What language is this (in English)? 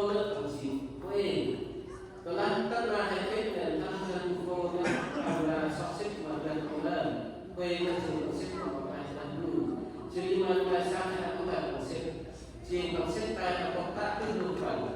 Central Mnong